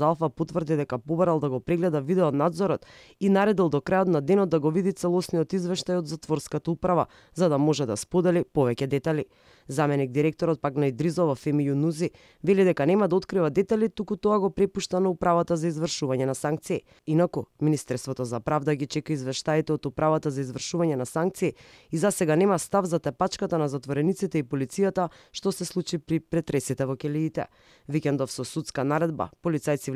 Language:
Macedonian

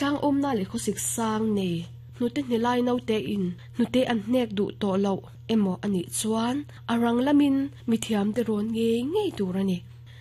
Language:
Mizo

